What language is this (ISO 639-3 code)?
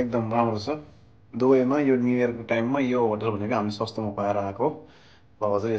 nep